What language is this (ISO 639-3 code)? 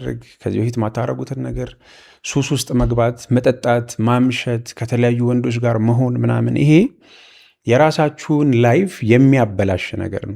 amh